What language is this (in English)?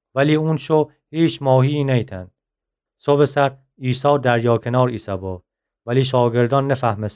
Gilaki